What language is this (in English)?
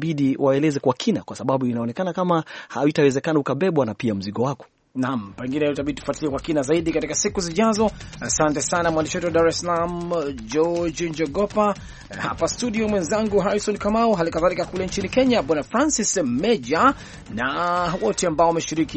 Swahili